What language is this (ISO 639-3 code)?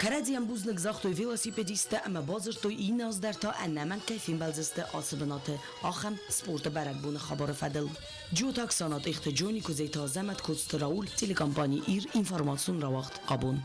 oss